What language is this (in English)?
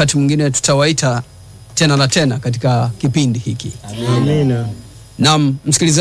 Swahili